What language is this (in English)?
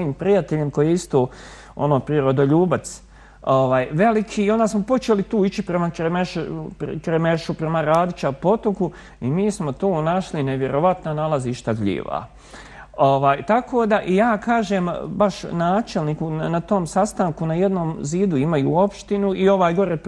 Bosnian